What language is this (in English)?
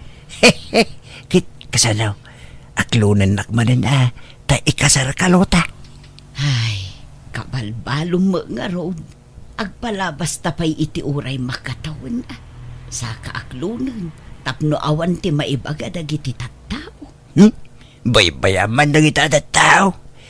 Iloko